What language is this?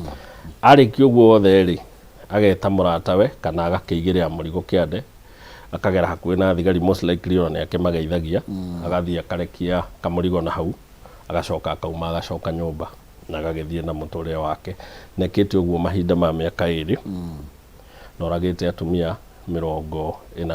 Kikuyu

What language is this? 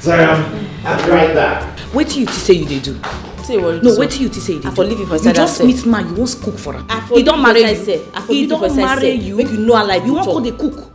Nigerian Pidgin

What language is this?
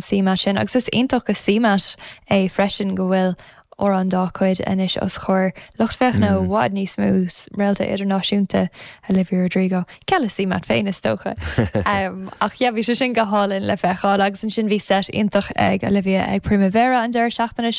Irish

